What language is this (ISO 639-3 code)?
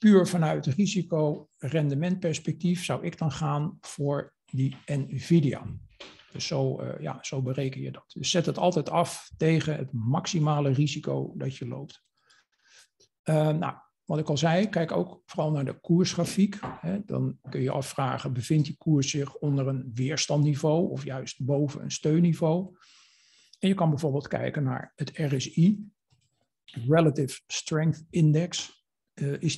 nld